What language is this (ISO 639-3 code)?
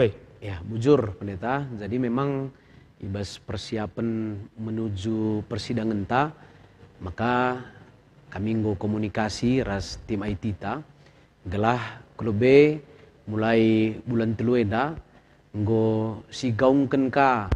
btx